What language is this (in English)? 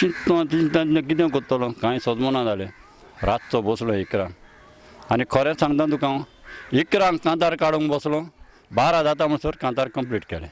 Konkani